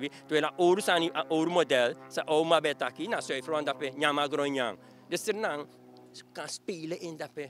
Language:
Sranan Tongo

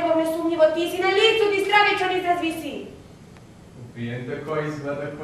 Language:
Croatian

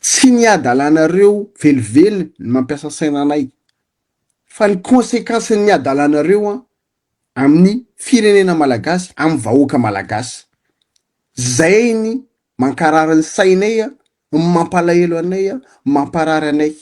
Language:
Malagasy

